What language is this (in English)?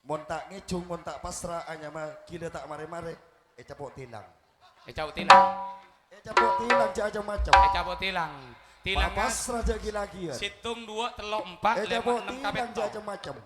Madurese